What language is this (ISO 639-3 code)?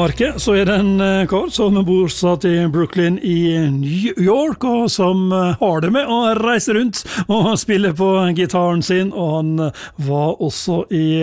nor